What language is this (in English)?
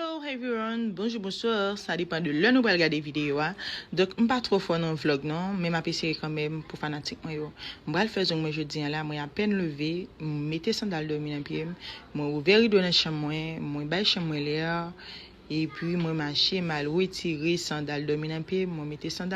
Haitian Creole